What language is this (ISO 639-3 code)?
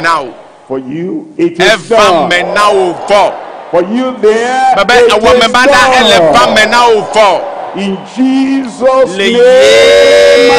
ewe